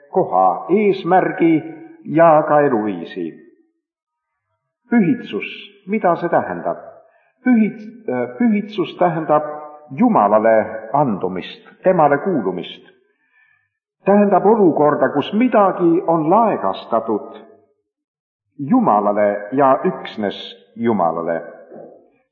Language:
Estonian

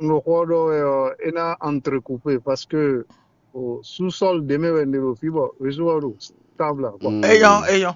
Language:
Fon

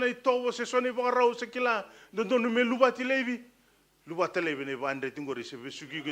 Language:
Fijian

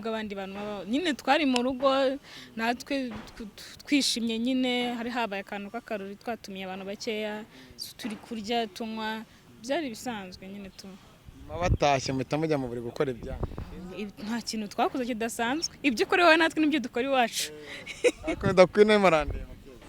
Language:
Kinyarwanda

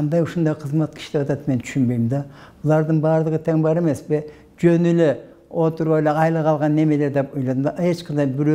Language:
Kyrgyz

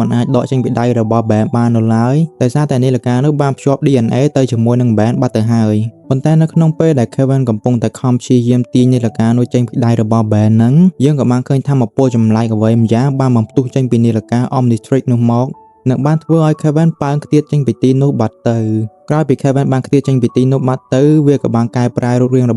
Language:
Khmer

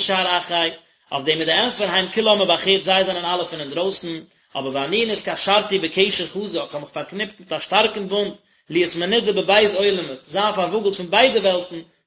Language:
Yiddish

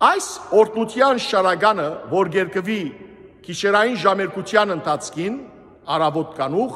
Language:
Western Armenian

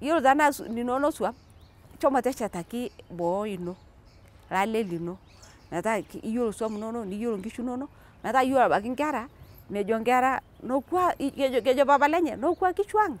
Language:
Masai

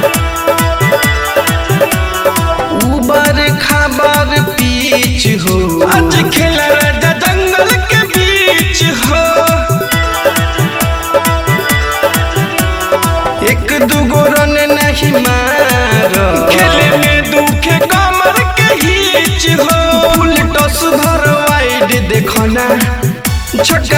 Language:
Bhojpuri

